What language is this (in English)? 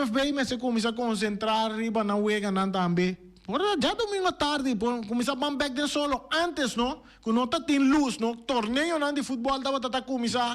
Papiamento